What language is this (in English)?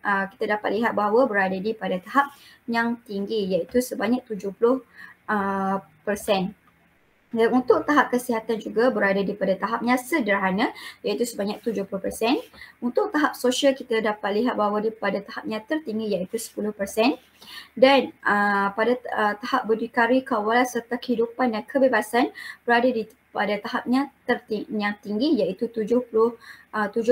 Malay